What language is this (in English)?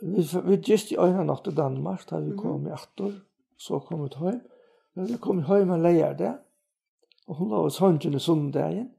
Faroese